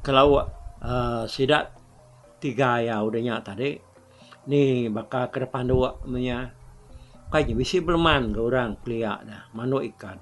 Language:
Iban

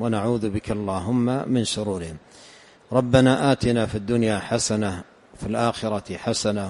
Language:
Arabic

